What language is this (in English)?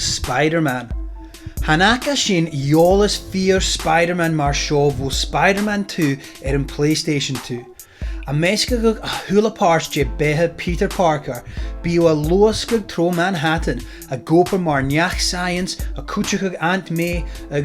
Scottish Gaelic